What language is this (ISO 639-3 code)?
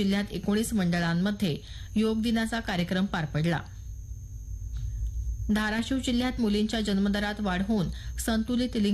mar